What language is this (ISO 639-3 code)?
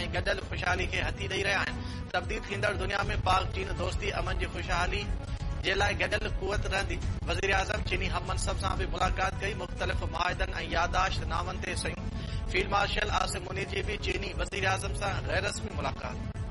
snd